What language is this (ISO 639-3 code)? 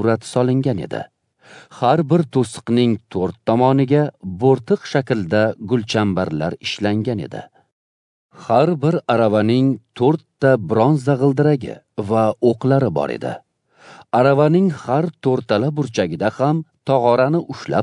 uzb